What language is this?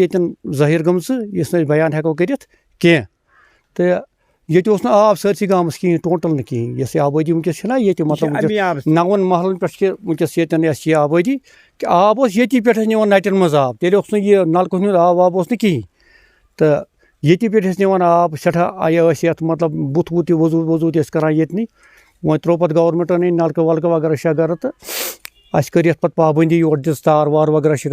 Kashmiri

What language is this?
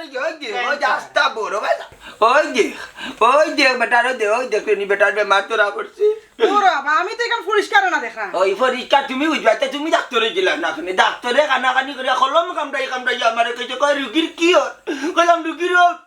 Sylheti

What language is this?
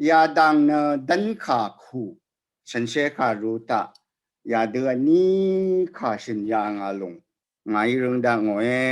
Rawang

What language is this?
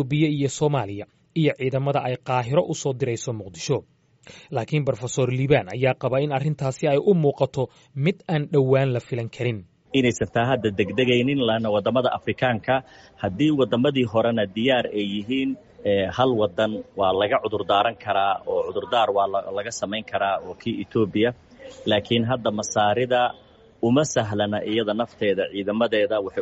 Somali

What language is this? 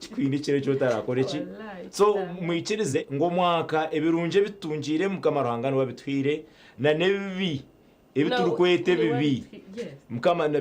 Nyankole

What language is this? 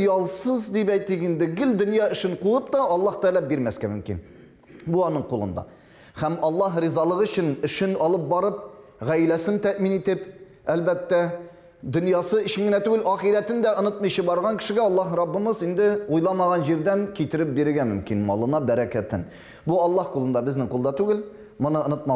Tatar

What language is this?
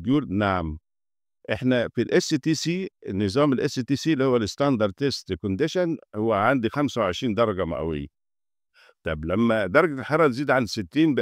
Egyptian Arabic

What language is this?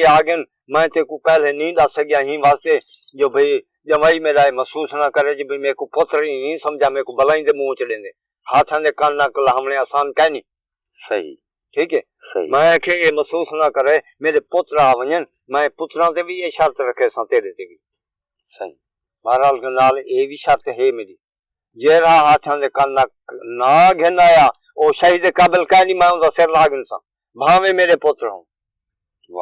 Saraiki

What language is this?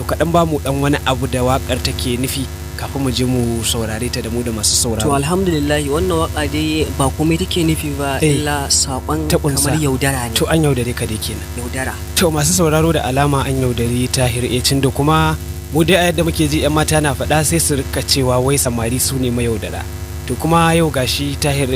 Hausa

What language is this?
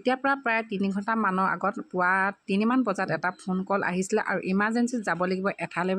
Assamese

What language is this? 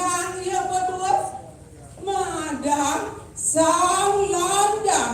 Balinese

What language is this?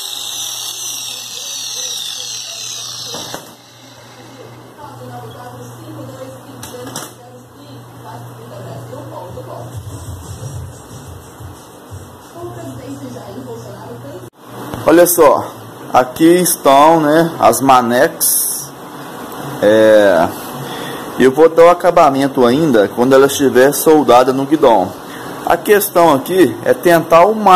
Portuguese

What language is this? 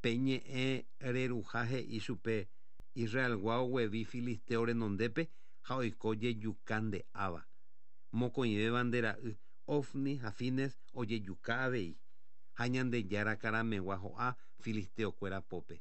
Guarani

